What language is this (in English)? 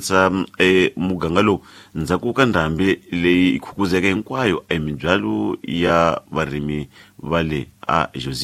Tsonga